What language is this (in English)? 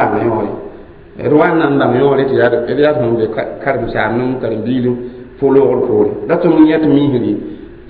Mossi